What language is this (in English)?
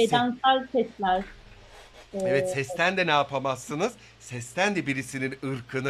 Turkish